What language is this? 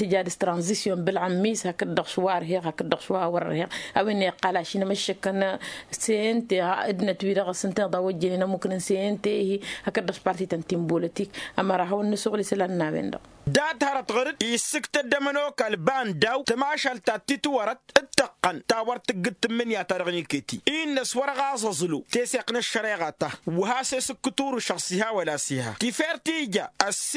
Tamasheq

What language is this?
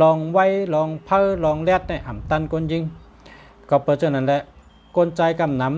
Shan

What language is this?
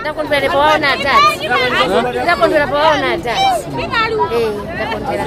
Nyanja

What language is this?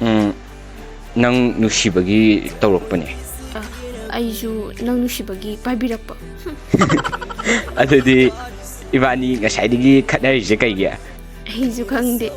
Manipuri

